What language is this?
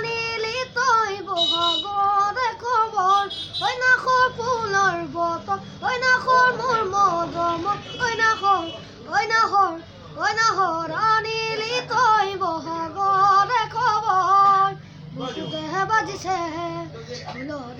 Assamese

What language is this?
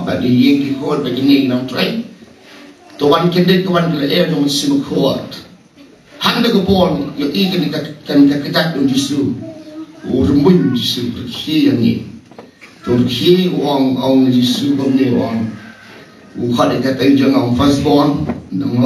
Khasi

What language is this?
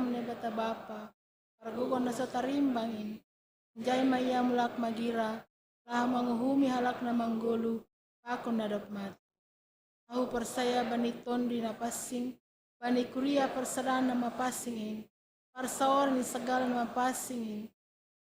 Batak Simalungun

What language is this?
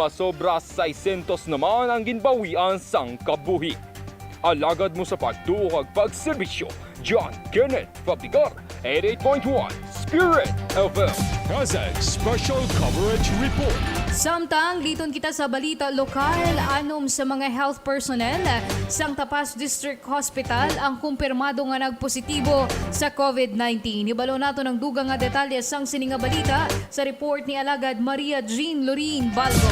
Hiligaynon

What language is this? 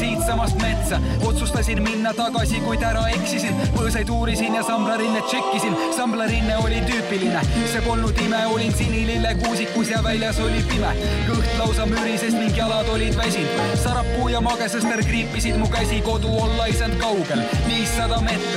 Estonian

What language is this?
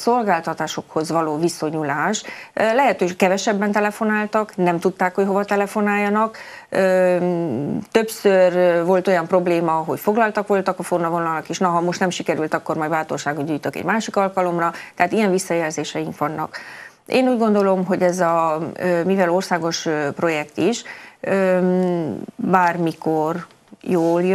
Hungarian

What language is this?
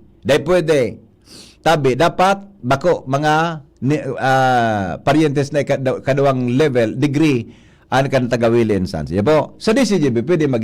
Bikol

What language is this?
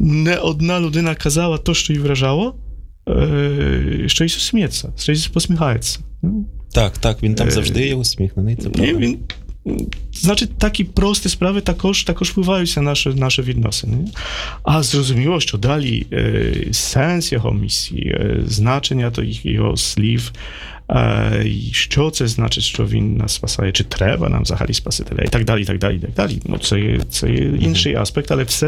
Ukrainian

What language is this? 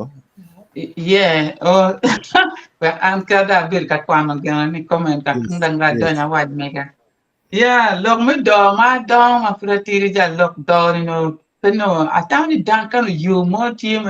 Acoli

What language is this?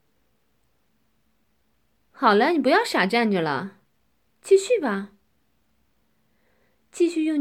Chinese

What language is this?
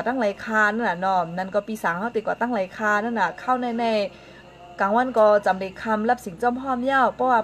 Shan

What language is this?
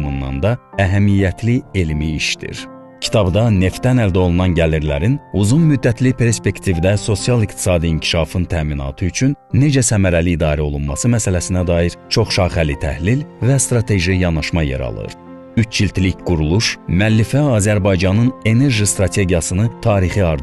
Azerbaijani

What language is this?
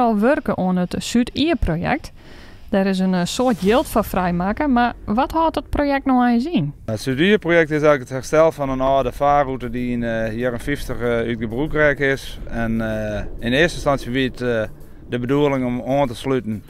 Western Frisian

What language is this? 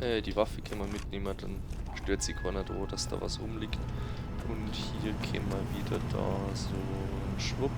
Bavarian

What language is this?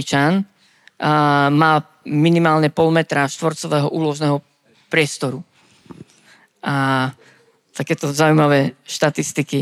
Slovak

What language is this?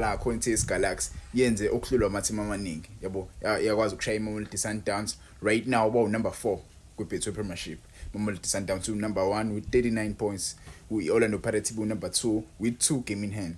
Zulu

